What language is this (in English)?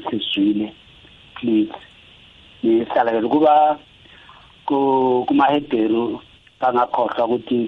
South Ndebele